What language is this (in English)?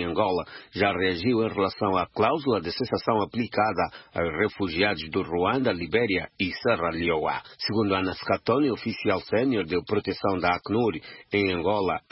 Portuguese